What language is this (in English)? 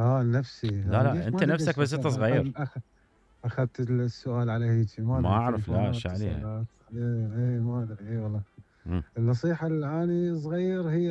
Mesopotamian Arabic